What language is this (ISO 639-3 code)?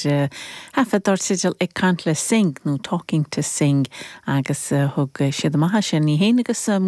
gle